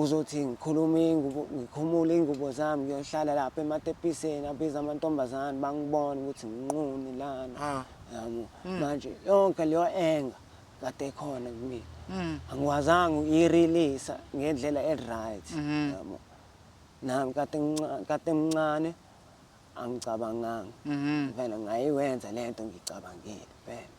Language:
Zulu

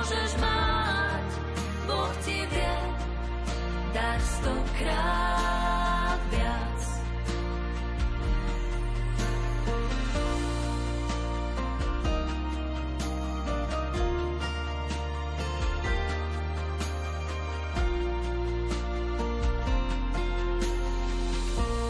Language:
Slovak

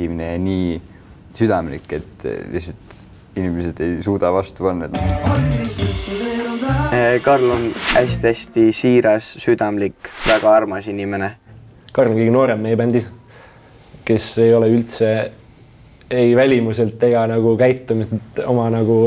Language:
Estonian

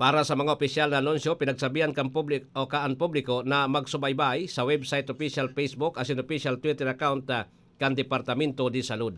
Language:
Bikol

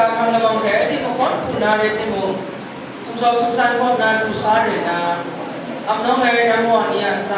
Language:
Kachin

